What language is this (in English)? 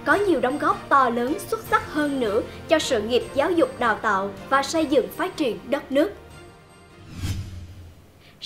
Vietnamese